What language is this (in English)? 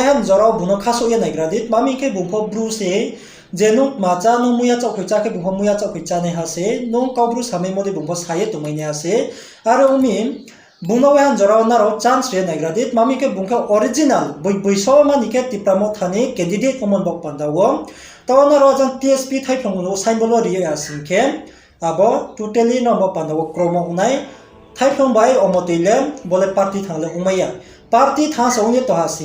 Riang (India)